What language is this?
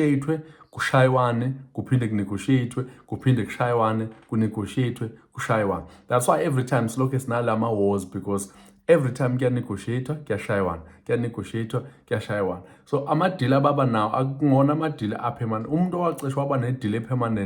Zulu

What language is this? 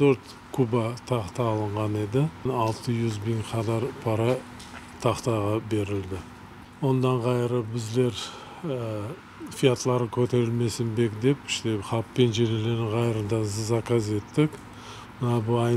Crimean Tatar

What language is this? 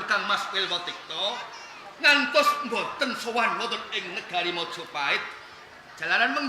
Javanese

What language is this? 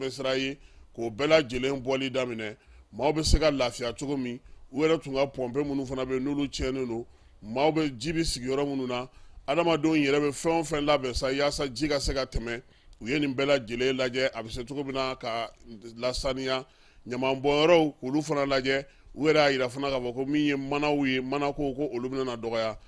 Bambara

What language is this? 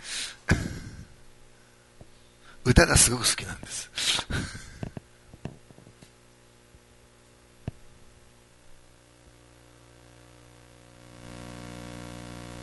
Japanese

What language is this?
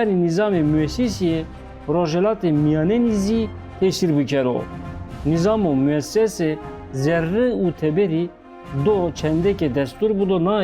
Zaza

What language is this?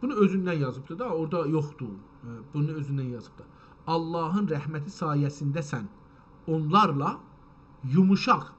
South Azerbaijani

